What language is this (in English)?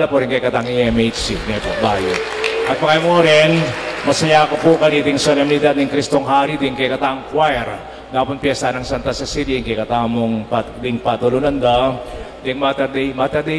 Pampanga